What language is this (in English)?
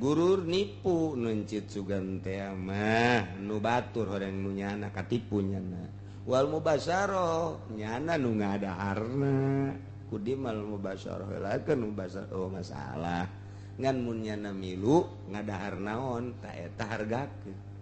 Sundanese